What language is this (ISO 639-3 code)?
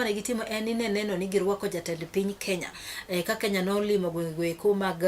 luo